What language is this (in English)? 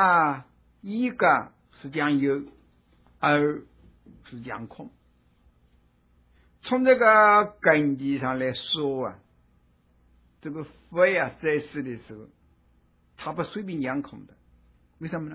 Chinese